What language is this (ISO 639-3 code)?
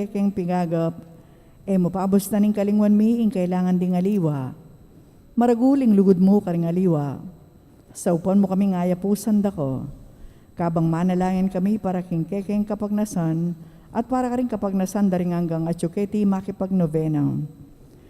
pam